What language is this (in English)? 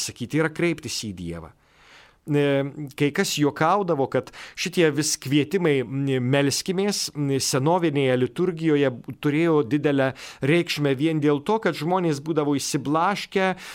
Lithuanian